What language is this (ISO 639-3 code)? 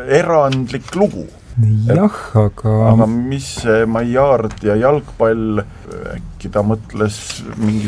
est